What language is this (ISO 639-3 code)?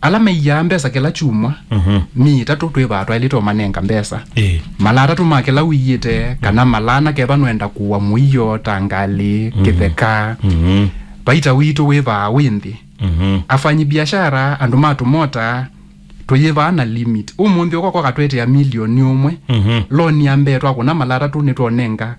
kam